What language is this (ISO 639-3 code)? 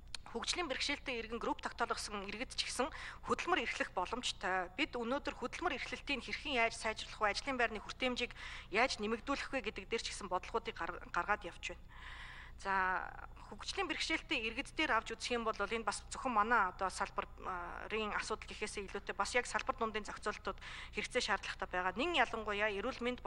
mon